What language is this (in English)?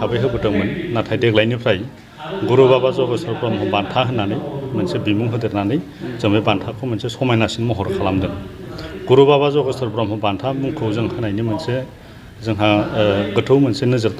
Bodo